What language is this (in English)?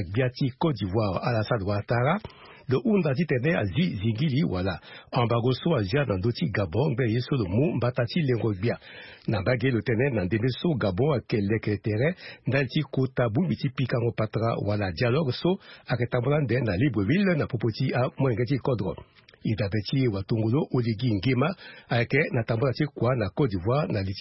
Sango